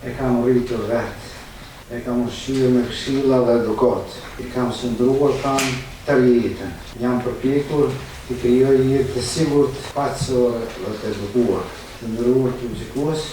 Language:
Albanian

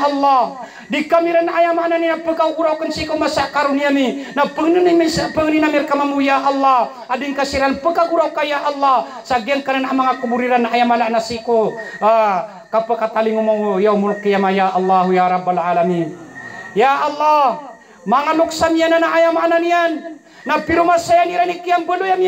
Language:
Maranao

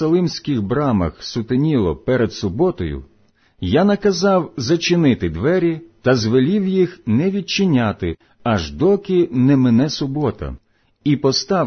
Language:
Ukrainian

